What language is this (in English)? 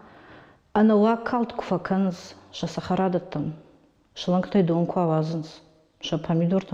Ossetic